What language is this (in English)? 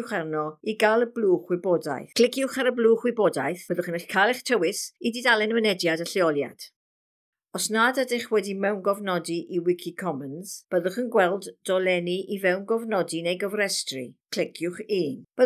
Welsh